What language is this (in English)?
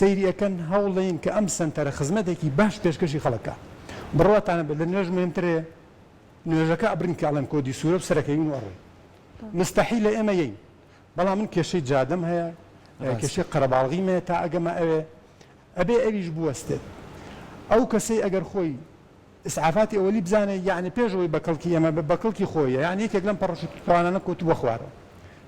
Central Kurdish